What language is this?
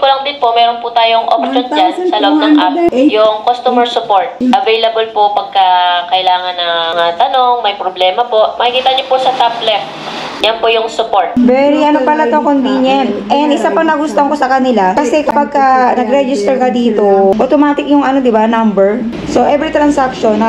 Filipino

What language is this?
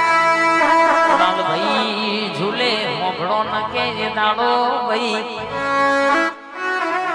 Gujarati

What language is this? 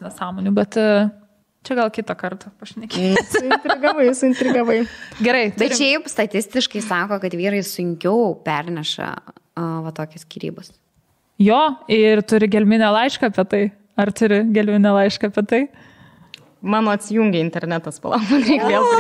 Lithuanian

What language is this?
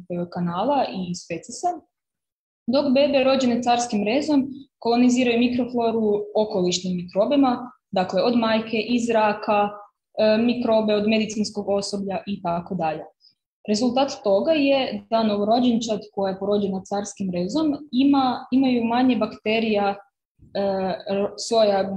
Croatian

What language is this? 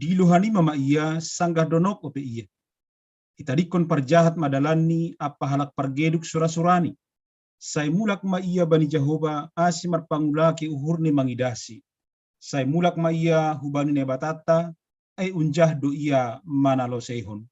Batak Simalungun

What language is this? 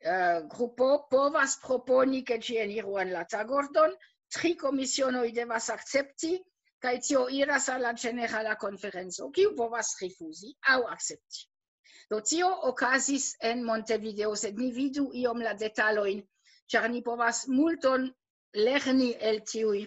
Esperanto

